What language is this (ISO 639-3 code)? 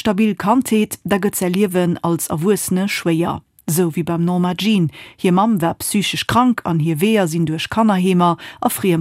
ltz